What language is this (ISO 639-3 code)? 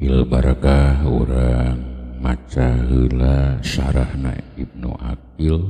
sun